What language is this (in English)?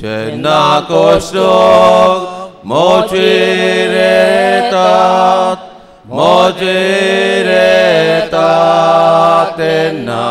Konkani